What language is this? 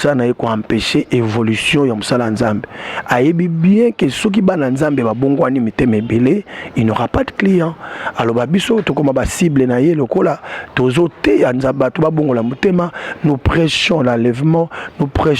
Lingala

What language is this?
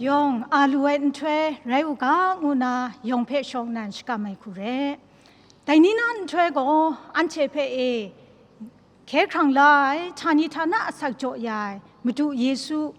Kachin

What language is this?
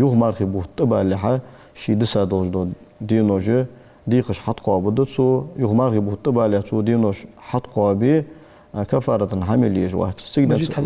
Ingush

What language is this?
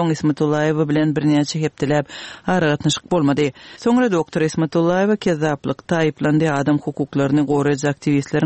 Turkmen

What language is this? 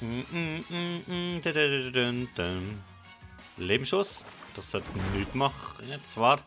Swiss German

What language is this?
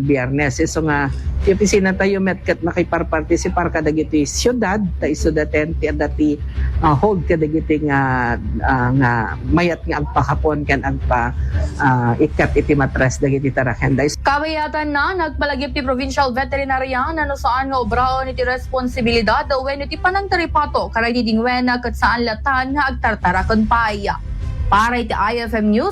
Iloko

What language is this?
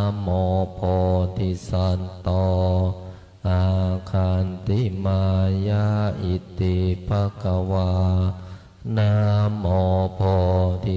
Pali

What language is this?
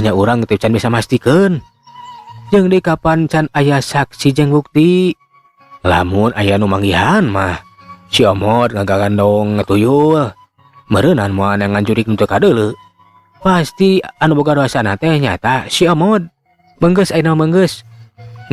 Sundanese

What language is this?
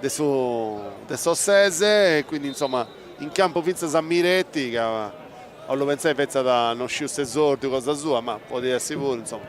Sardinian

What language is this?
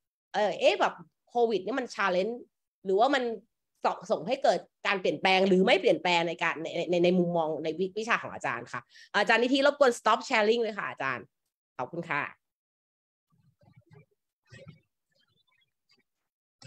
Thai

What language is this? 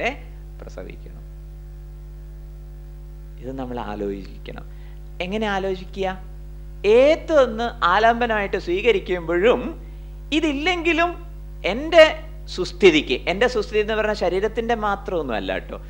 Malayalam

